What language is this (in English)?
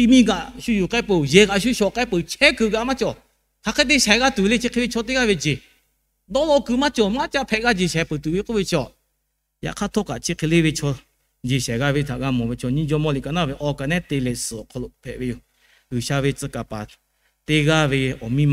Lahu